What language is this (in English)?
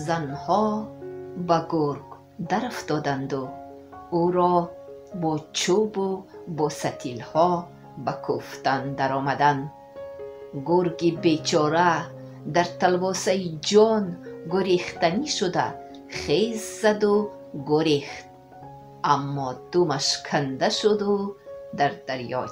Tajik